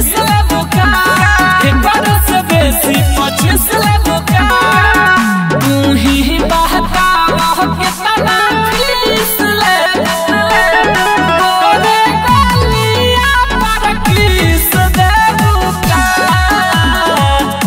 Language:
Bhojpuri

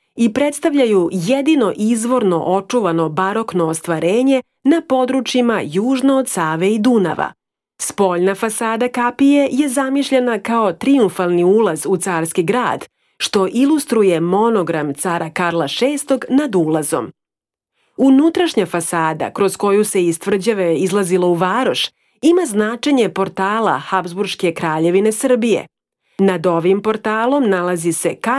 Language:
Serbian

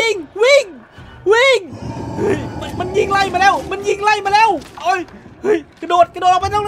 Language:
Thai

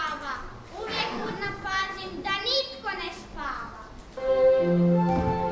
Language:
Croatian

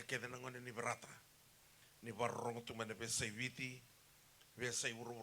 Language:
Fijian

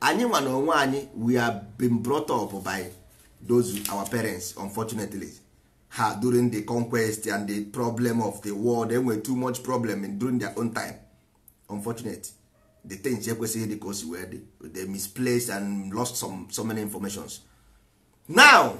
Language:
Igbo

